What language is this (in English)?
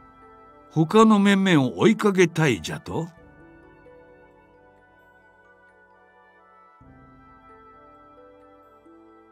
Japanese